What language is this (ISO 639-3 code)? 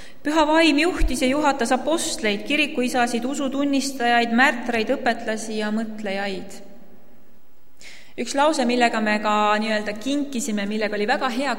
est